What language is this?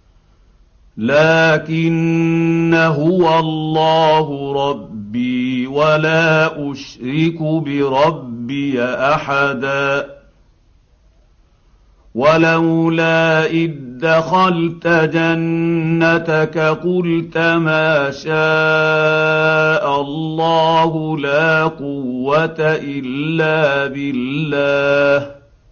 Arabic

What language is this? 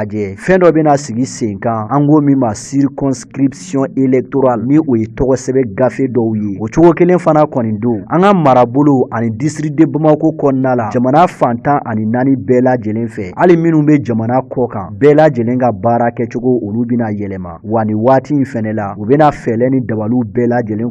Bambara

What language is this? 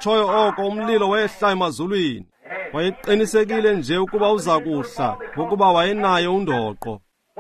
Xhosa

